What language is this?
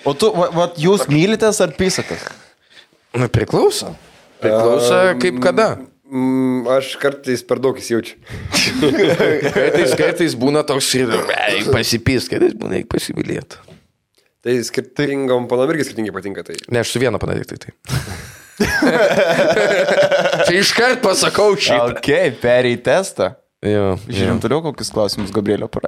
Lithuanian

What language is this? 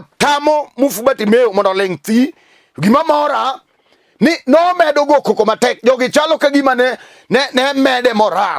Luo (Kenya and Tanzania)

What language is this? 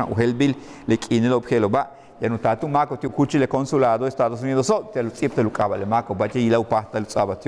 Yucateco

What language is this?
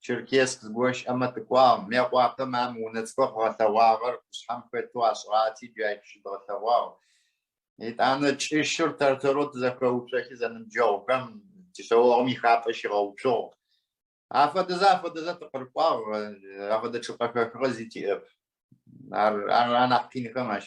Adyghe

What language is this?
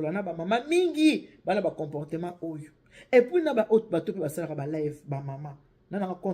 Lingala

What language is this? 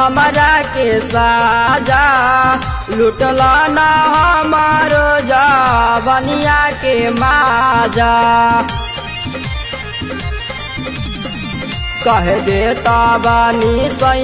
Bhojpuri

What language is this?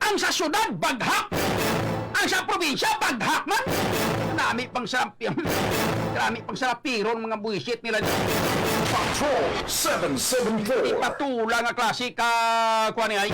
Hiligaynon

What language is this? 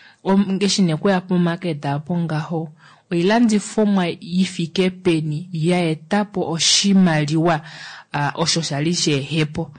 Kuanyama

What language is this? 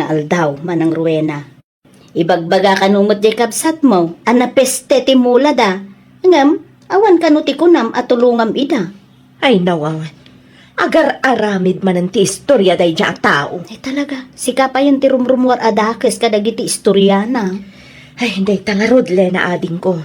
Iloko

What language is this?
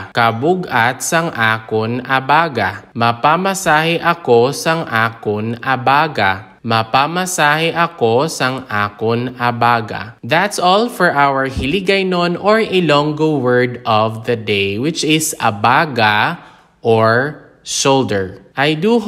Hiligaynon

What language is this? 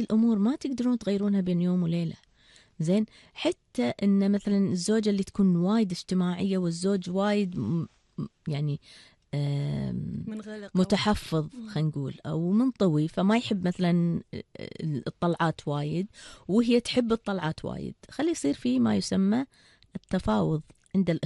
Gulf Arabic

